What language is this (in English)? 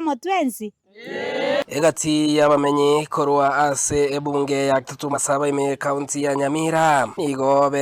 Gusii